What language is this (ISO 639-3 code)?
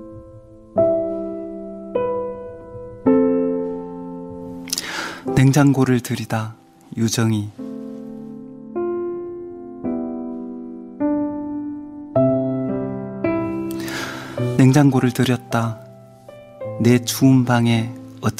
kor